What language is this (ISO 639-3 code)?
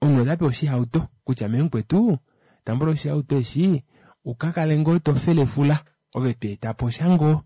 kua